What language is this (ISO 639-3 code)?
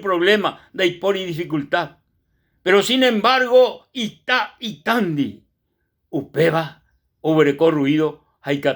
grn